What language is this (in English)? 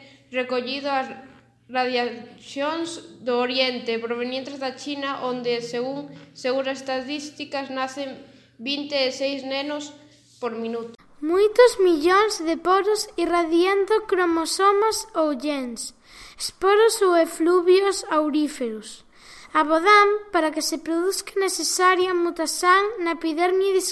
Galician